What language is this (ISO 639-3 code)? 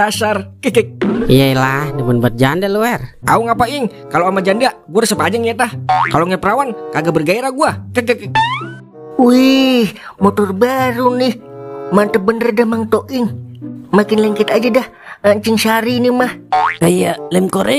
bew